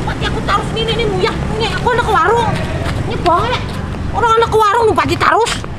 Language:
Banjar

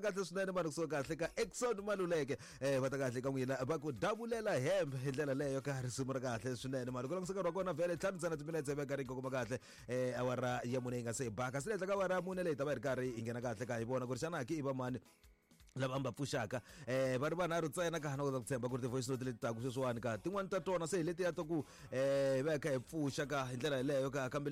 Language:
Tsonga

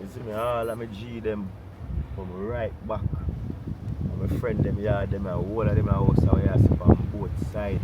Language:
Jamaican Creole English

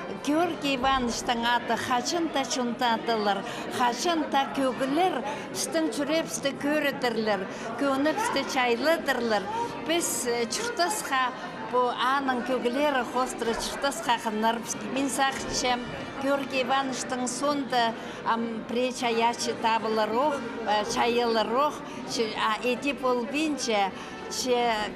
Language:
Khakas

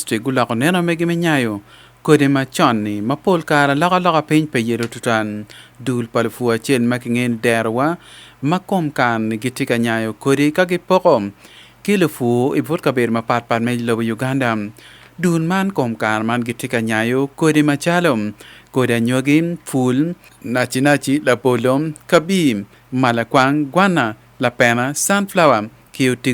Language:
Acoli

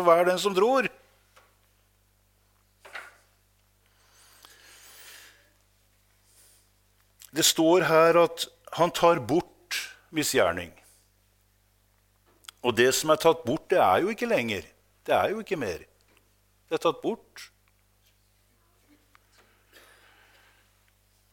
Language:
Norwegian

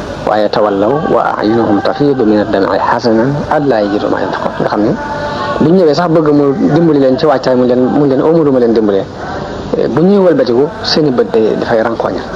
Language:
Wolof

